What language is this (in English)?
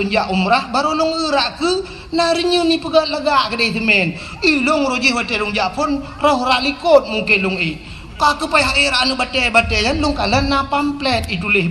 Achinese